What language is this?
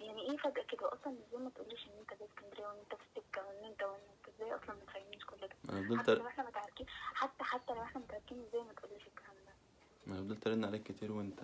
Egyptian Arabic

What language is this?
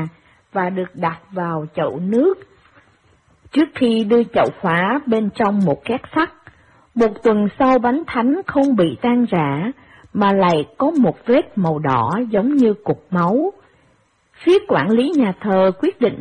Vietnamese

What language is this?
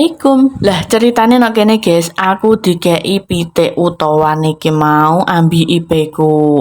Javanese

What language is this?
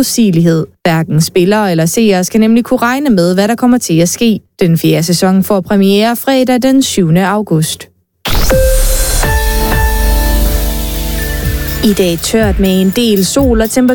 Danish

